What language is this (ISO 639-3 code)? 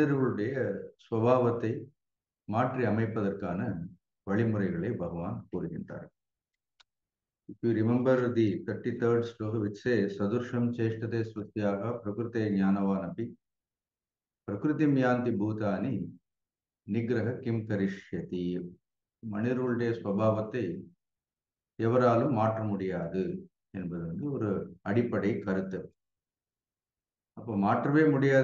tam